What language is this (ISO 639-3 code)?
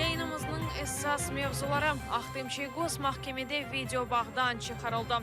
crh